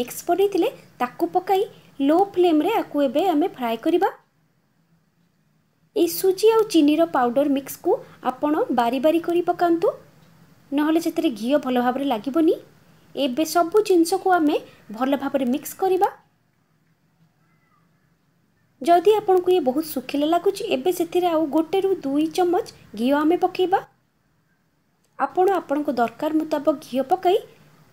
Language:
Odia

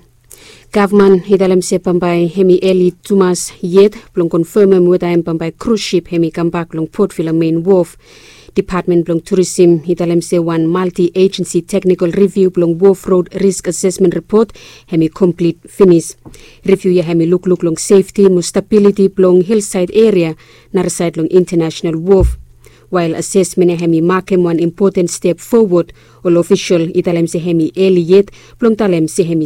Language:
Bislama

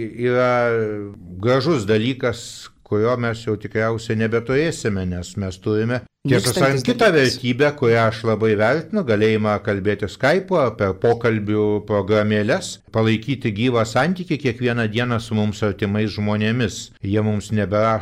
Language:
Lithuanian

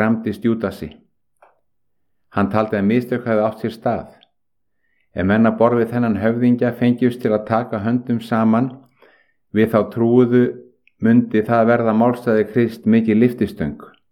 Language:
Icelandic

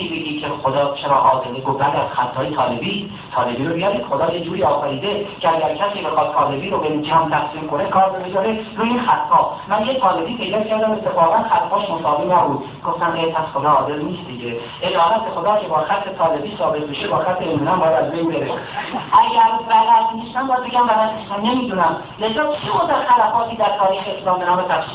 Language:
Persian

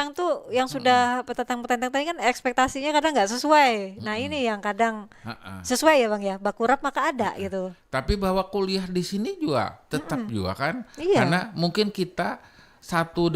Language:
Banjar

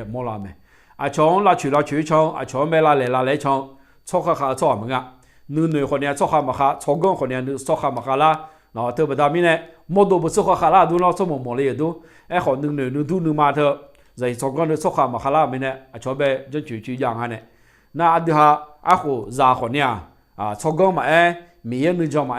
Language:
Akha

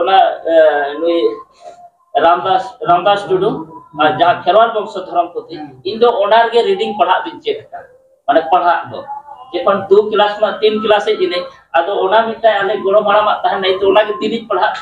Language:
Santali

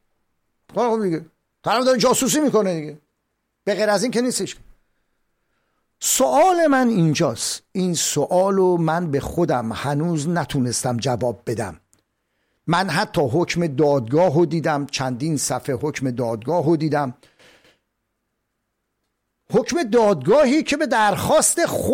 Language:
Persian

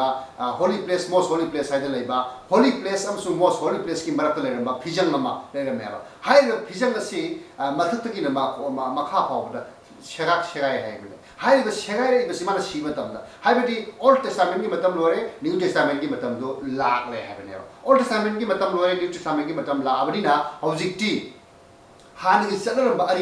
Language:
Manipuri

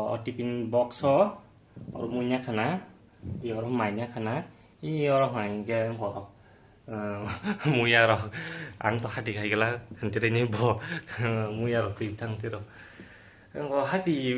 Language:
Kok Borok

